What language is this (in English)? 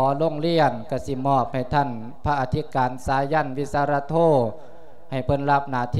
Lao